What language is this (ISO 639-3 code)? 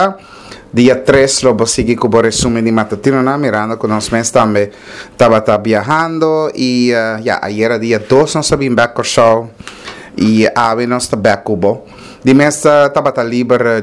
pap